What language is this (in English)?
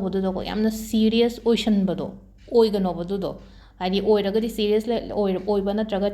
Manipuri